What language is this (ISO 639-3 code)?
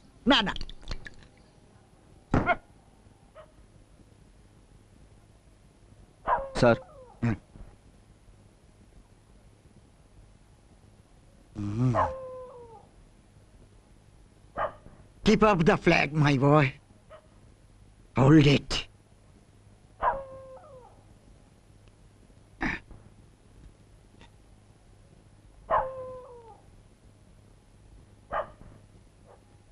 ben